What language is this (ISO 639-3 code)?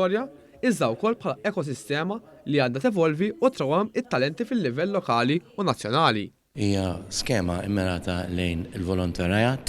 mlt